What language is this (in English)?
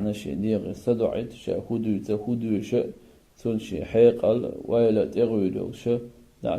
Chechen